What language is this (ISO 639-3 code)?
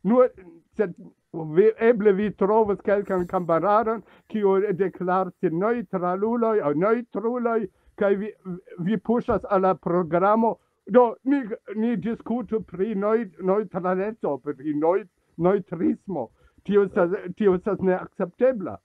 epo